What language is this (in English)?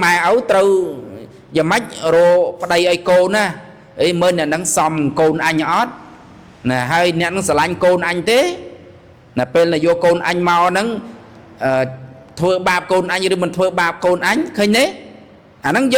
Khmer